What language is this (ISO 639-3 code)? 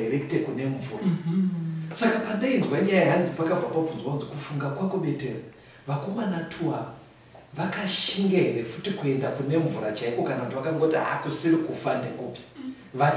sna